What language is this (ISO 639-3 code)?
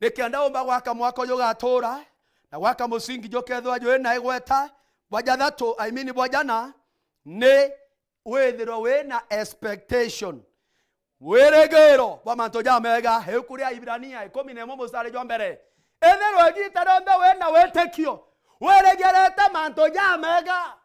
mer